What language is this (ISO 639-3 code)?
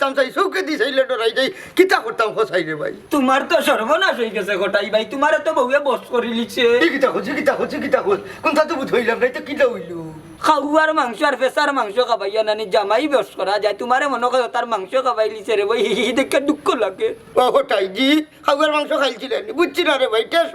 syl